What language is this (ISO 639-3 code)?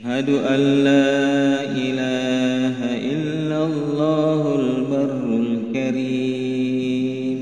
bug